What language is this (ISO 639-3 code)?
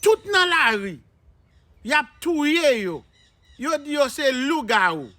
hat